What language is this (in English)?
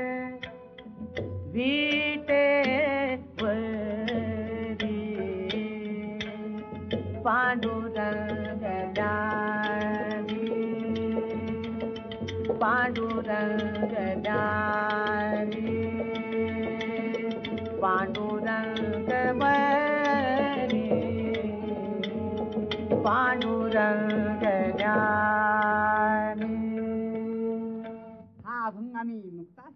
Marathi